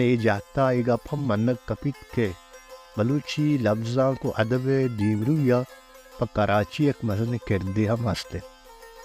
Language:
Baluchi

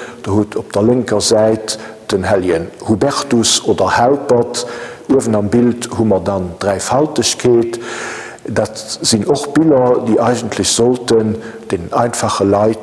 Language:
Luxembourgish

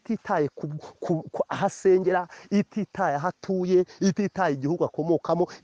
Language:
Kinyarwanda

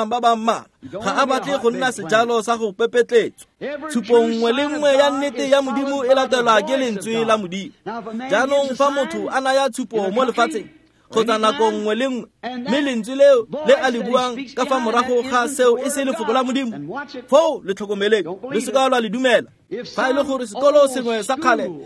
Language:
Tswana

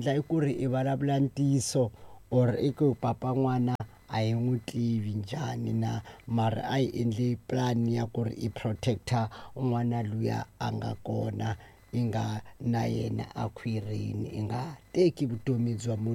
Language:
Tsonga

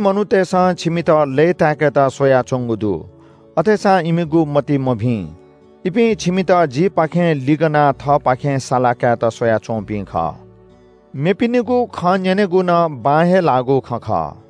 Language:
Newari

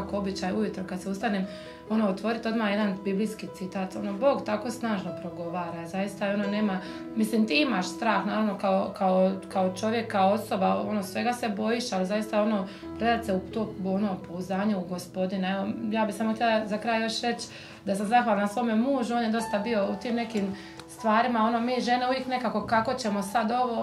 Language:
Croatian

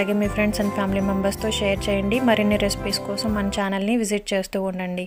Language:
Telugu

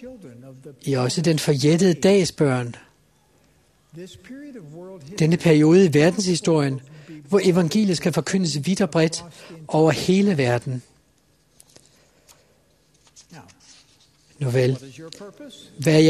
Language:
Danish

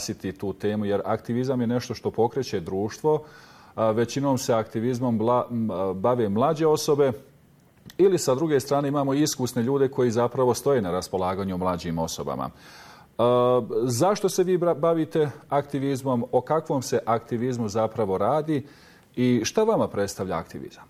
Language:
Bosnian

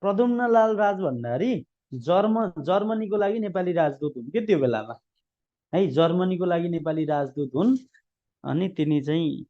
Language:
Nepali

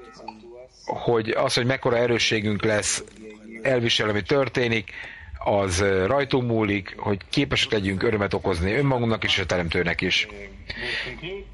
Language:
Hungarian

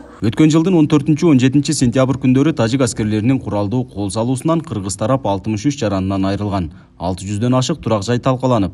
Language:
Kyrgyz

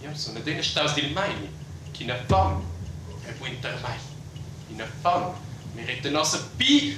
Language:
Romansh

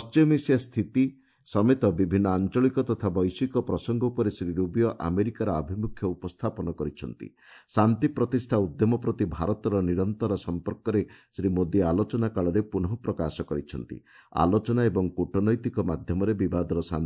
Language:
Odia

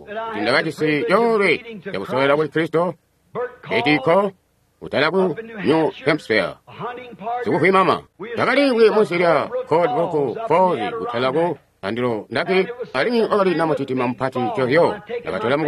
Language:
Tonga (Zambia)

